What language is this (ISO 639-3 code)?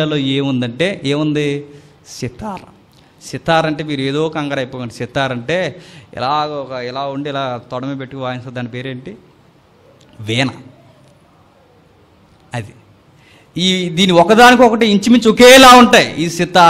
tel